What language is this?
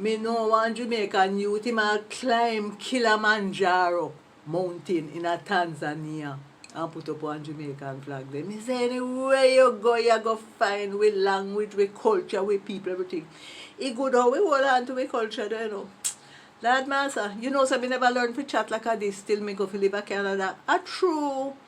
Jamaican Creole English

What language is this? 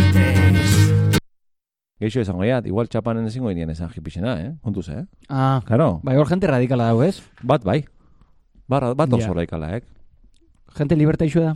Basque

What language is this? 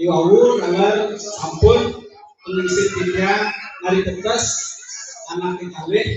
Balinese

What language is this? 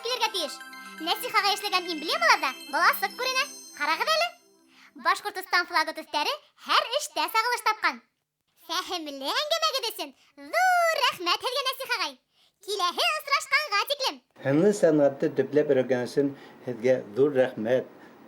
Bashkir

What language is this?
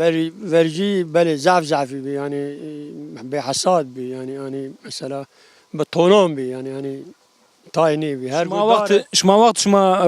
Zaza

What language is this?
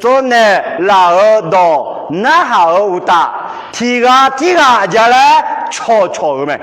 Akha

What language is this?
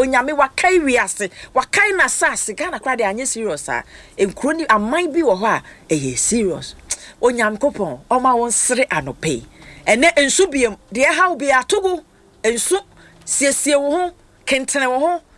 Akan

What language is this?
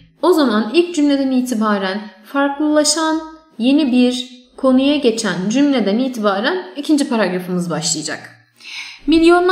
Turkish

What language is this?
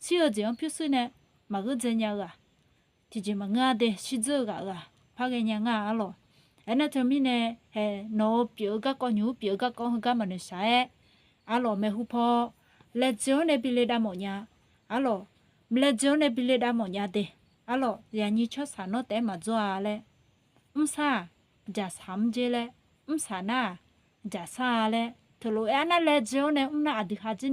Akha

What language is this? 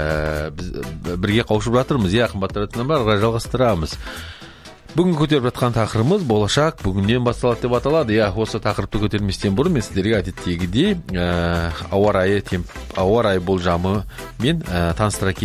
Kazakh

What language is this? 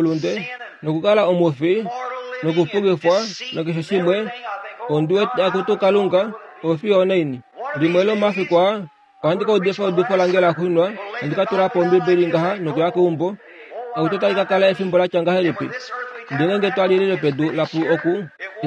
Kuanyama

